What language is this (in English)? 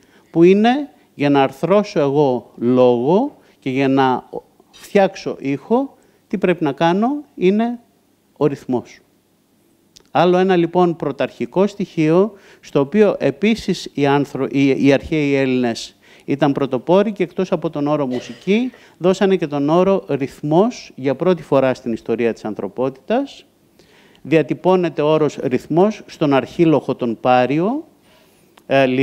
Greek